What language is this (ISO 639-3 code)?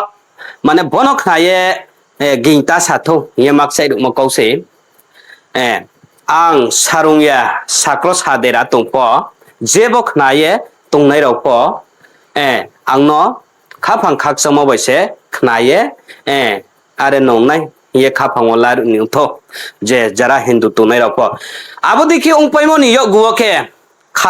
ria